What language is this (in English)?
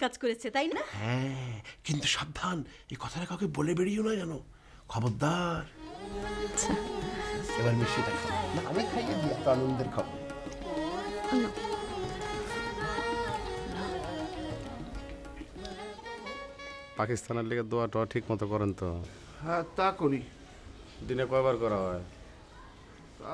Bangla